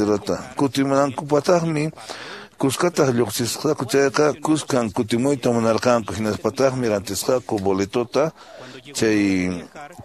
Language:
Quechua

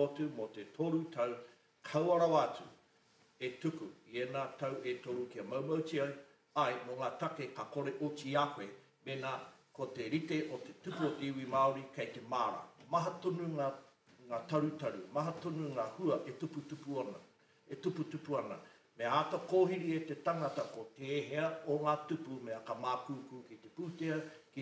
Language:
Māori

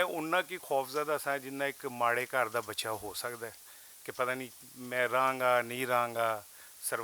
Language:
Western Panjabi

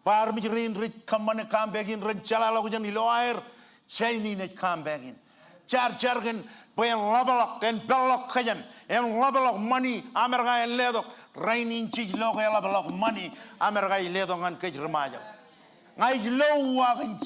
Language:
Marshallese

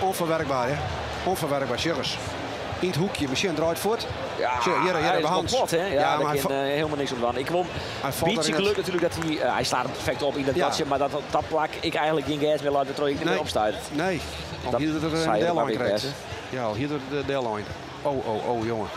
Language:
Western Frisian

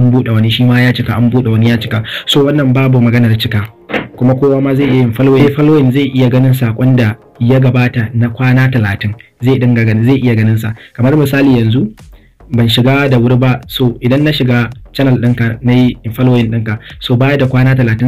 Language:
Hausa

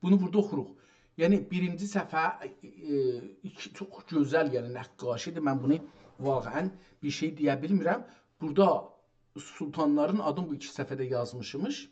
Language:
South Azerbaijani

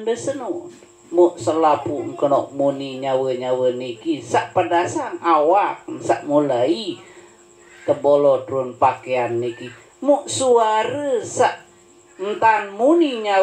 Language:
Sasak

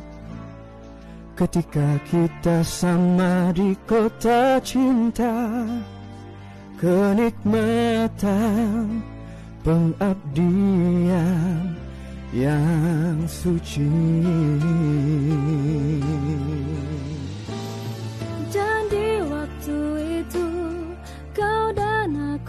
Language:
Malay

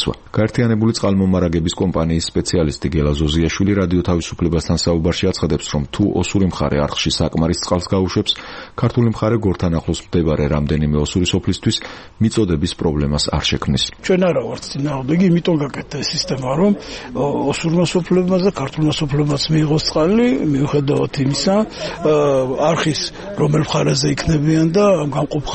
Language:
Georgian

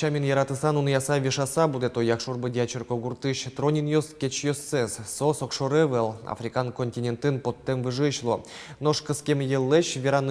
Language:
Udmurt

